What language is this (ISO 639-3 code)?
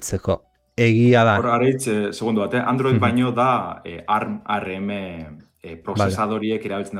eus